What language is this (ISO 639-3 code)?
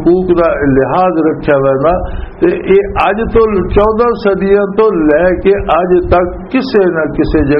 lah